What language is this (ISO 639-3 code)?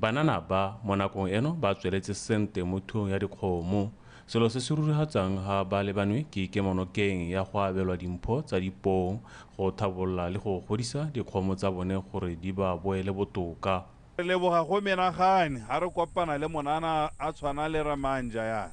tsn